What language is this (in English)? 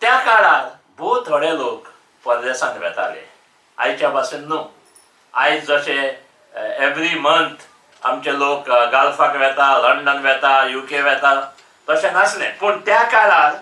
Konkani